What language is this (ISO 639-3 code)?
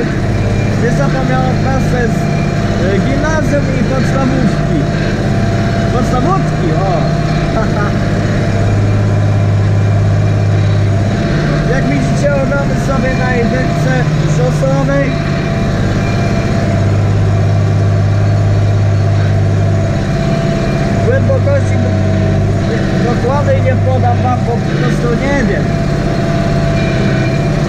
pol